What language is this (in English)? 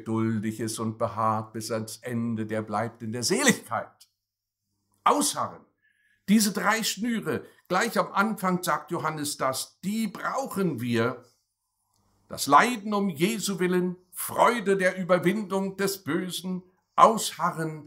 German